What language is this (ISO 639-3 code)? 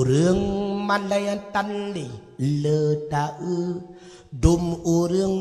ace